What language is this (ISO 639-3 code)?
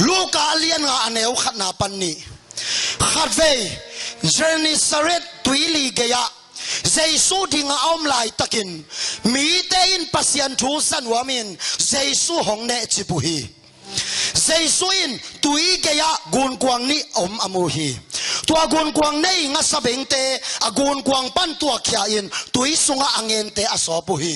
ctd